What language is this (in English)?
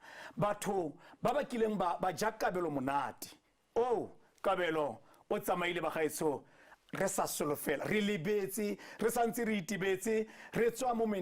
Tswana